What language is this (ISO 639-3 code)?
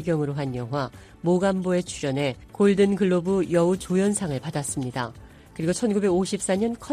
kor